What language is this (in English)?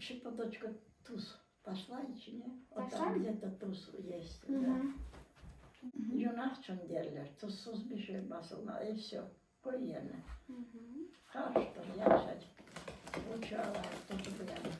Crimean Tatar